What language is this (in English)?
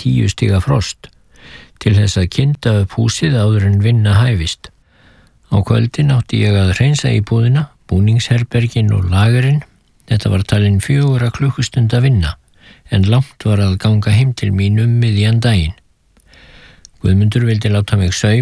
Icelandic